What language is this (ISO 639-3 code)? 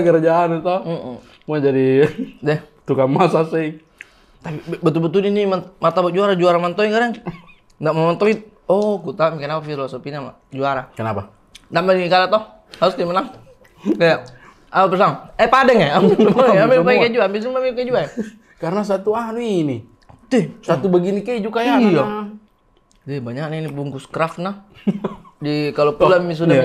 mfp